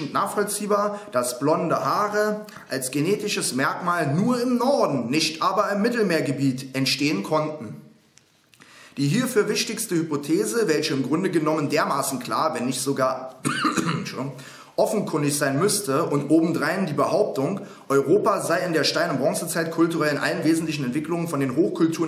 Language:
German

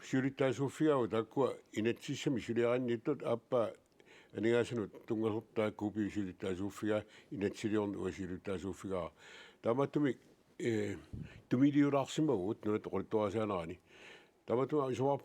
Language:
Kalaallisut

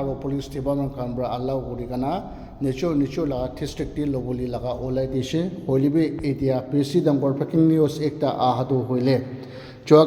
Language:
Naga Pidgin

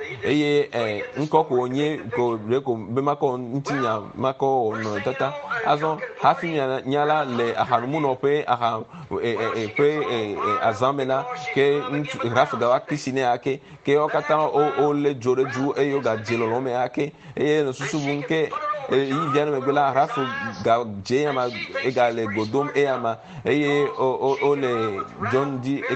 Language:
Ewe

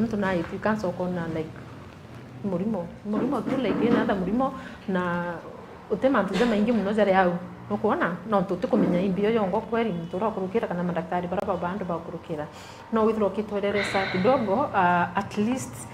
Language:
Meru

